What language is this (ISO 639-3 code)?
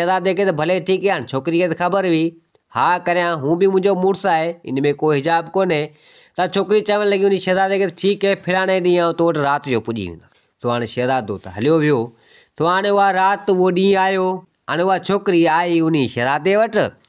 snd